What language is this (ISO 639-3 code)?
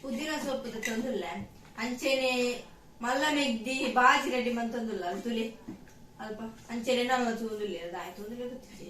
tcy